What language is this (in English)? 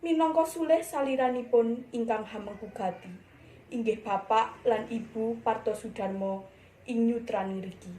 Javanese